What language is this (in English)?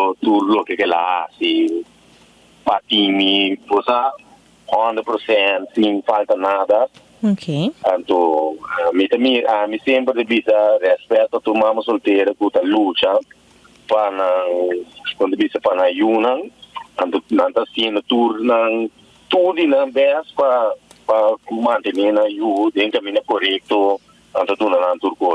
Papiamento